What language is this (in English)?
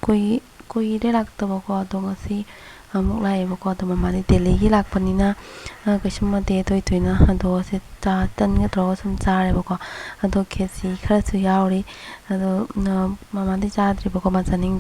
Manipuri